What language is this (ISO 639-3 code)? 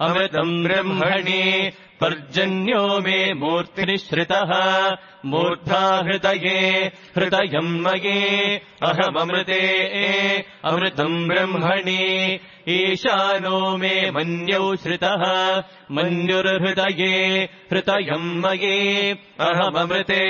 san